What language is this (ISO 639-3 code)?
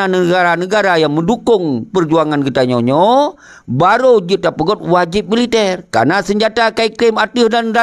ace